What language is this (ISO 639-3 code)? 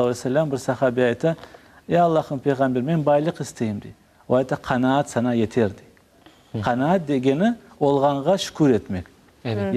crh